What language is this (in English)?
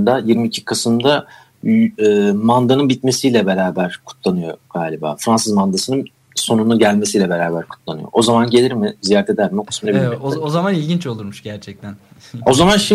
Turkish